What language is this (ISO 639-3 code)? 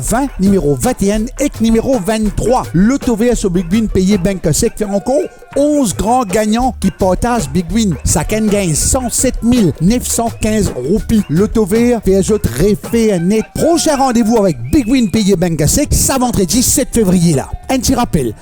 mfe